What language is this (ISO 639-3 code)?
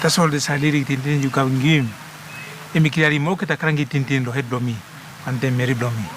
tpi